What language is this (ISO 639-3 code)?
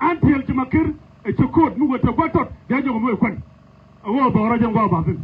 nus